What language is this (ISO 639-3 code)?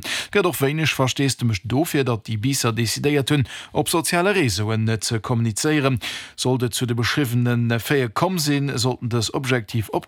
ltz